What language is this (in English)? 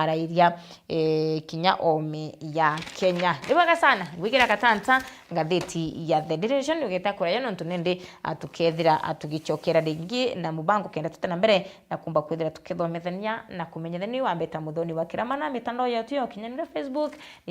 Meru